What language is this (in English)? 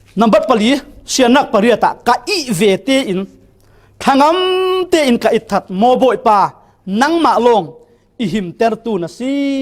Falam Chin